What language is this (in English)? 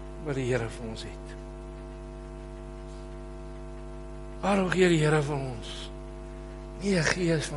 Afrikaans